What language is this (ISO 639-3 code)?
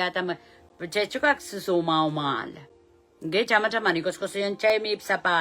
pon